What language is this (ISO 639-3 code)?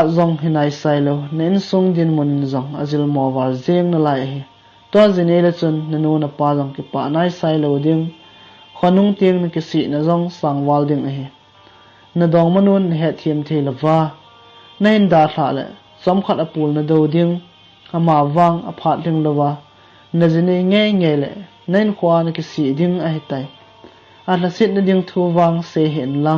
tcz